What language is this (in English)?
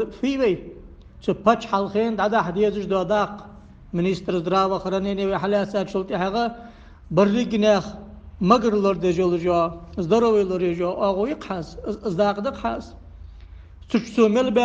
Ingush